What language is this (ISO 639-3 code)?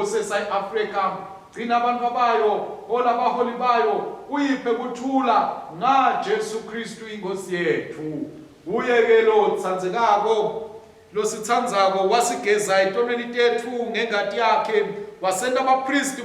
ssw